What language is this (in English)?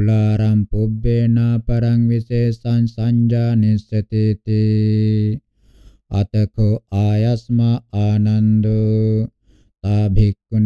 Pali